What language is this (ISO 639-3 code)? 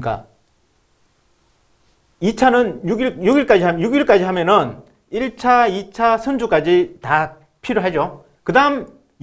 kor